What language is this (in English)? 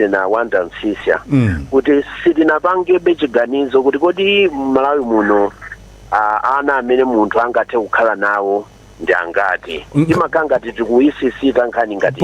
Nyanja